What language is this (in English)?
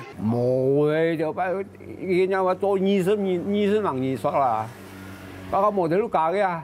Hakka Chinese